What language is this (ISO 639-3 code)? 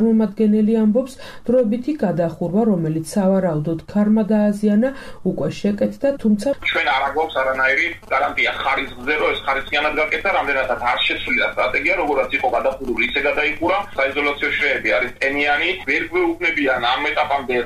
kat